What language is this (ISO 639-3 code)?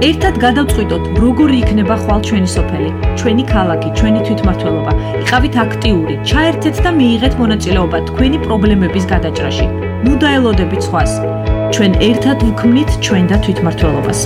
kat